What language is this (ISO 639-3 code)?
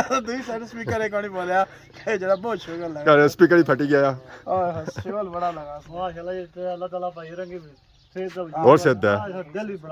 phr